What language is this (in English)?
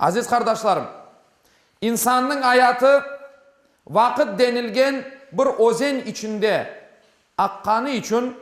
Crimean Tatar